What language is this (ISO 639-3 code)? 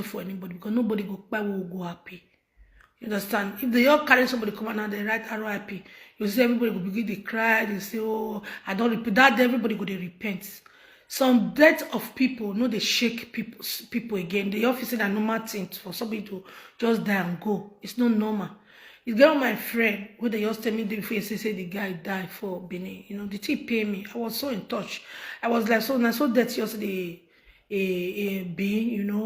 pcm